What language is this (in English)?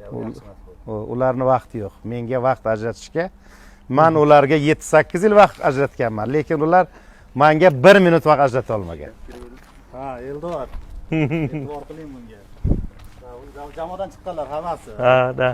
Uzbek